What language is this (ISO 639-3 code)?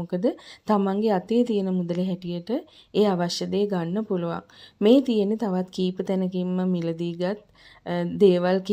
sin